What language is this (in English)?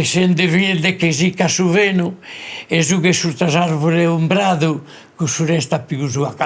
Sardinian